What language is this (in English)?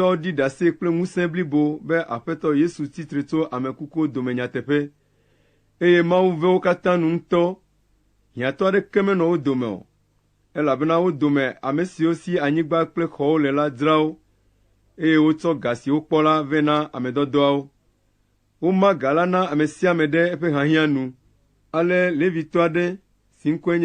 Ewe